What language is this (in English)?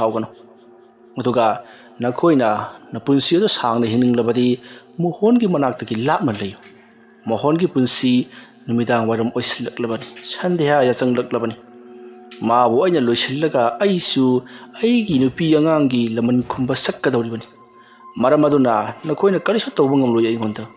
Manipuri